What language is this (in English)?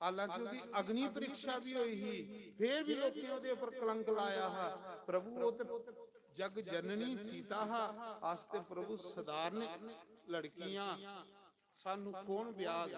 Dogri